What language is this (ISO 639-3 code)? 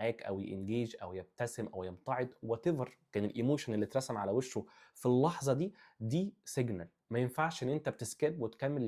arz